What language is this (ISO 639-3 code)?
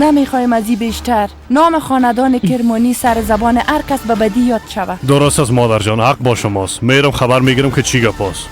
fas